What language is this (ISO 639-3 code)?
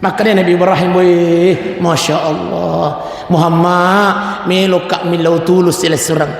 bug